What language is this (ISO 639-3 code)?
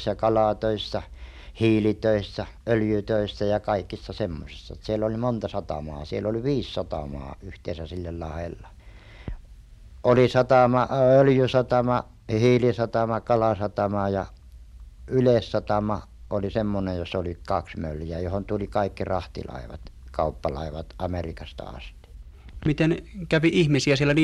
fin